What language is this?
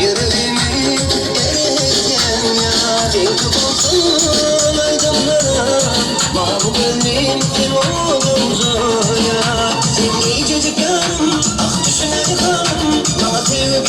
Turkmen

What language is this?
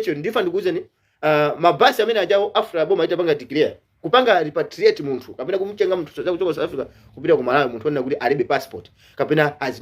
Nyanja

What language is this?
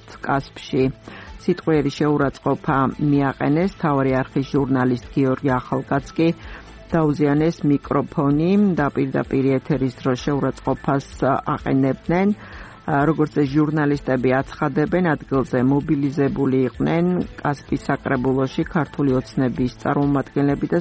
Georgian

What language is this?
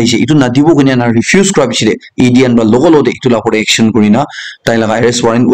Naga Pidgin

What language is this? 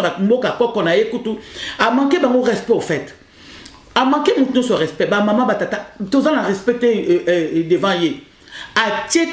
Lingala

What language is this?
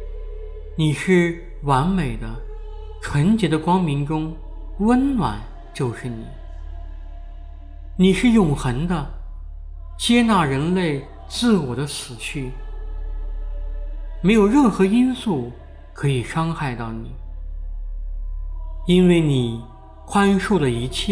Chinese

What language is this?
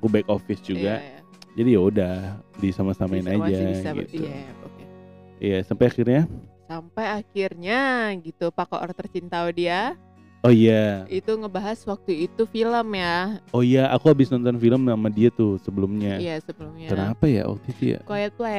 Indonesian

